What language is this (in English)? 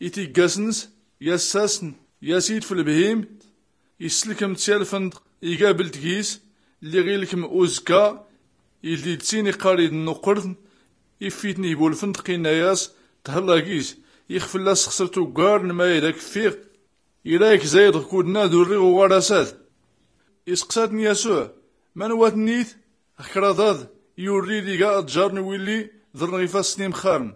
Tachelhit